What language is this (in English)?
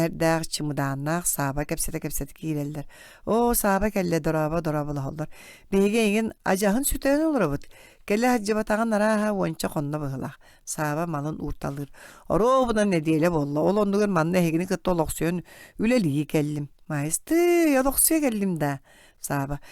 Yakut